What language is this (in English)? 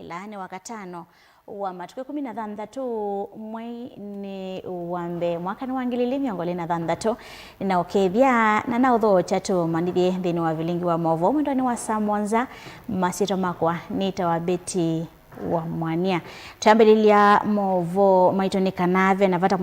Kamba